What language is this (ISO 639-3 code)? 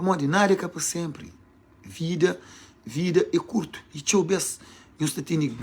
kea